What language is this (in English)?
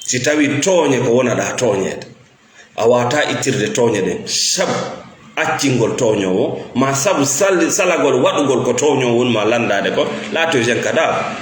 Fula